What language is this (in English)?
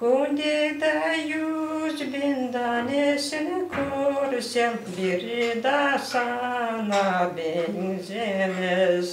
Crimean Tatar